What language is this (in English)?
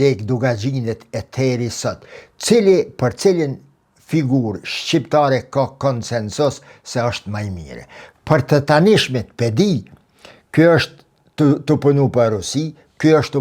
Albanian